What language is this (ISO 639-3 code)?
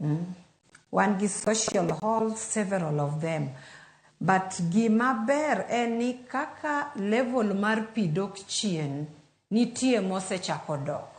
luo